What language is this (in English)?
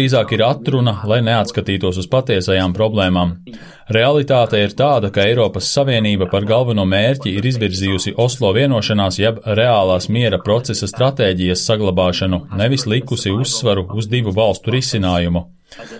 Latvian